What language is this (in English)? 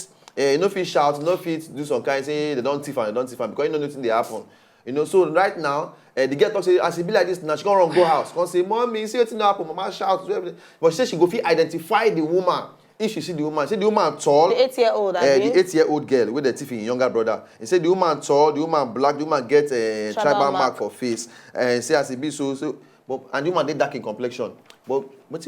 Nigerian Pidgin